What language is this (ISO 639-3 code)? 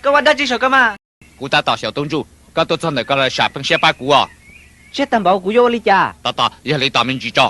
hmn